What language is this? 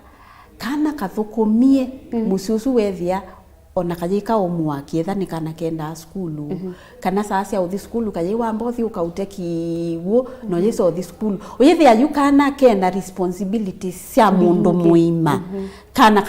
Kamba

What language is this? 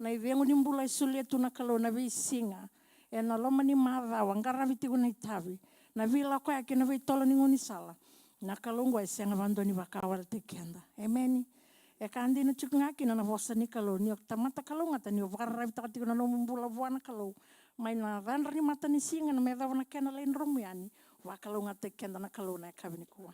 Fijian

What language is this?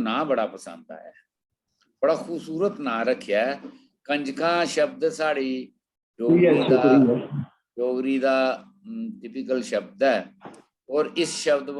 Dogri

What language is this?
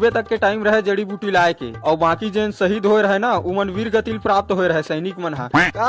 Chhattisgarhi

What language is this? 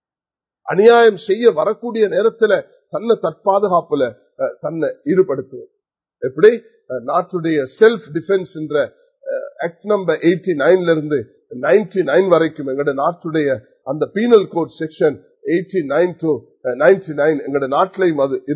Tamil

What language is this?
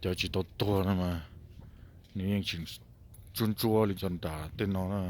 Hmong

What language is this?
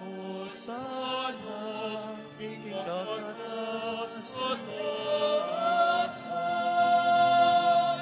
Pampanga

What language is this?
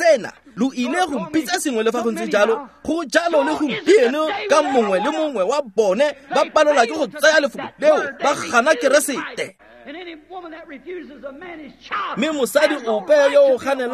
Tswana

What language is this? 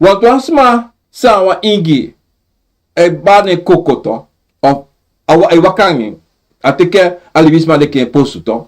Sranan Tongo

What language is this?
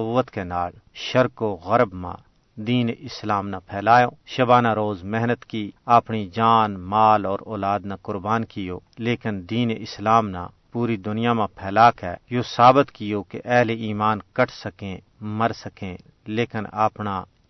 Gujari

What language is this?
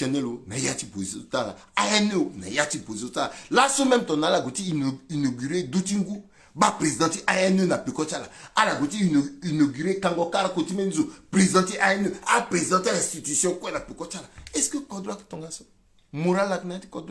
Sango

